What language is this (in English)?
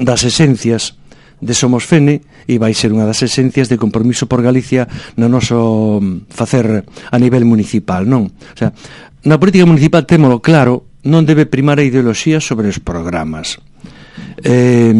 Galician